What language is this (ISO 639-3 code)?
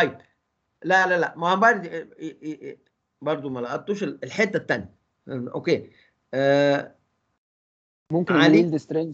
arz